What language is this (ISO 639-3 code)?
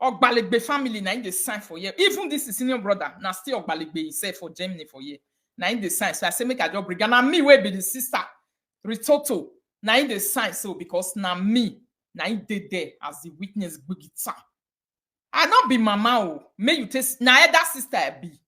pcm